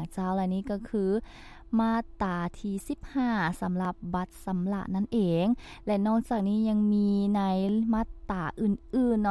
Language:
Lao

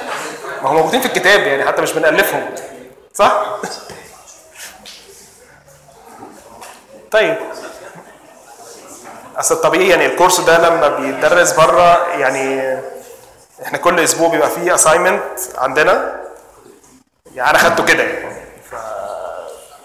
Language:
Egyptian Arabic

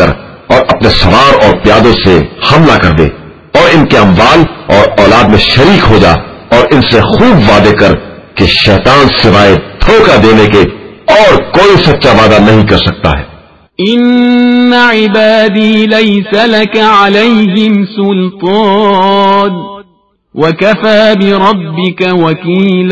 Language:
Urdu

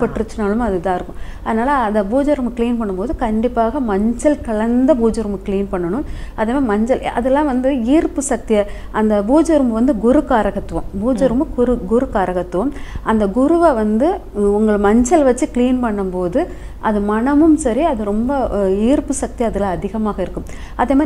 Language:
Tamil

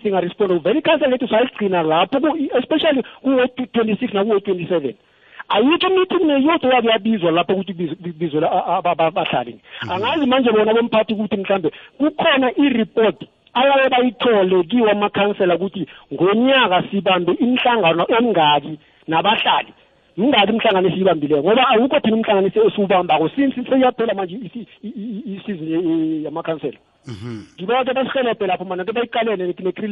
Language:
South Ndebele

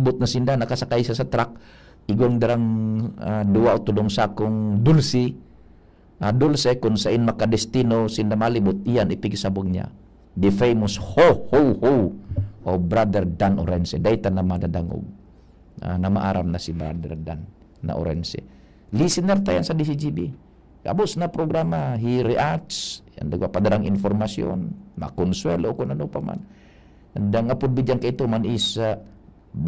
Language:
Bikol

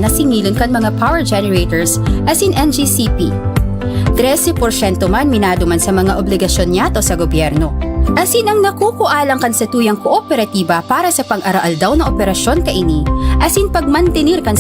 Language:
Bikol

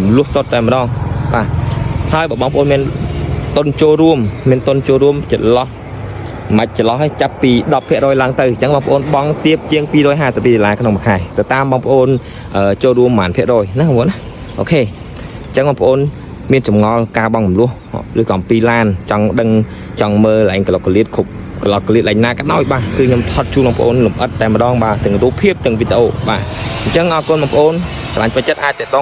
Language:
Khmer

